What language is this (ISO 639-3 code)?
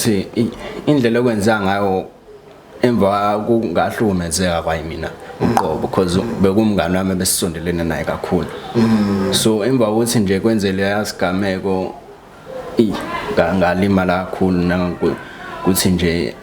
zul